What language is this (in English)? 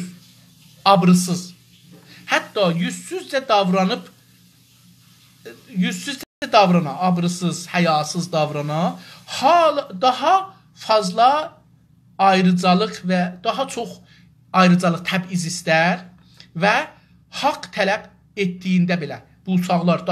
South Azerbaijani